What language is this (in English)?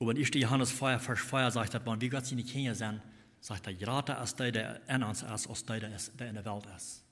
Plautdietsch